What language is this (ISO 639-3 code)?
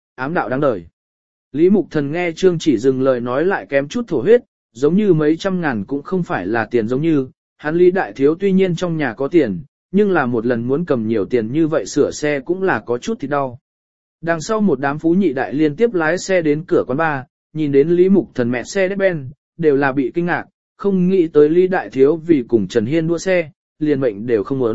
vie